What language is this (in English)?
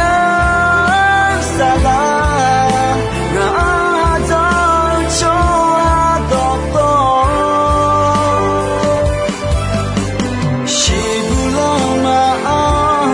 Akha